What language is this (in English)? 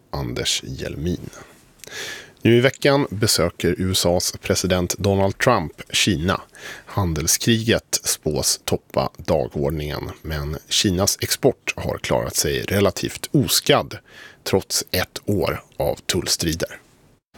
Swedish